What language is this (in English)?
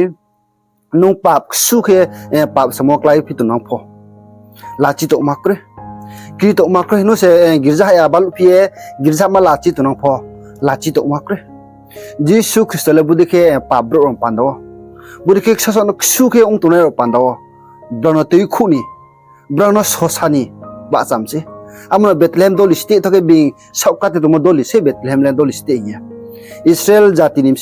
Riang (India)